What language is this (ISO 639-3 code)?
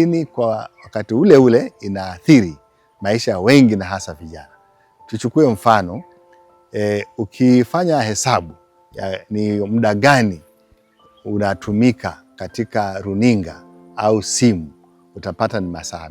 swa